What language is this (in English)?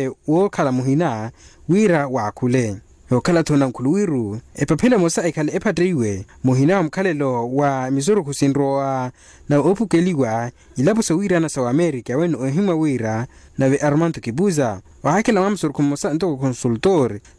Makhuwa